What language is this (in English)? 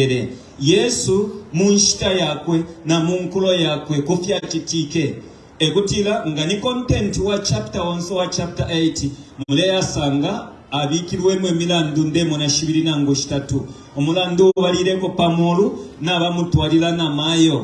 Bemba